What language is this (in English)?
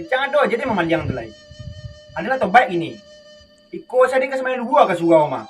Minangkabau